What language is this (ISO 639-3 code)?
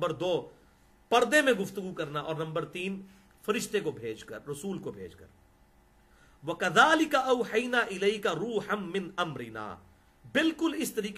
urd